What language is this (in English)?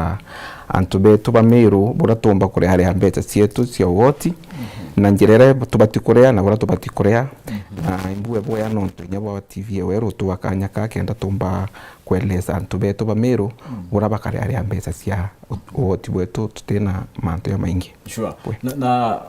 Meru